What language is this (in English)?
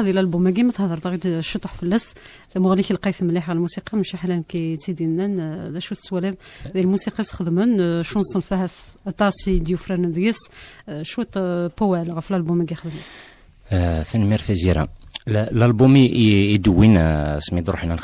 Kabyle